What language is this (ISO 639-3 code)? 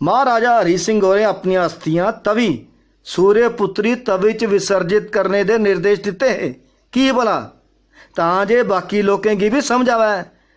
doi